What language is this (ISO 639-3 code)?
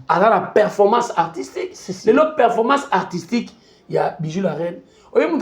lin